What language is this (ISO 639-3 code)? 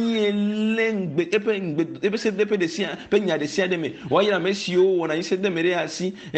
ewe